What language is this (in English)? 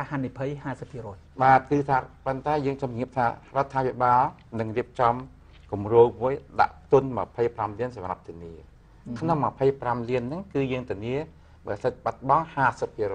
Khmer